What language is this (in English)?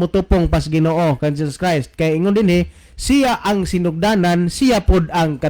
Cebuano